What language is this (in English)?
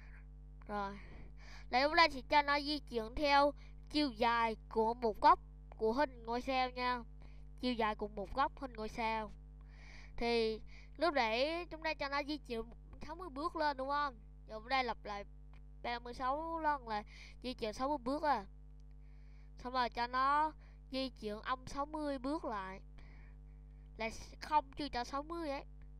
Vietnamese